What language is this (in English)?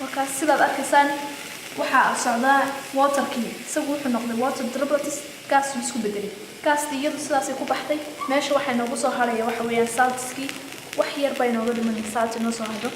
Somali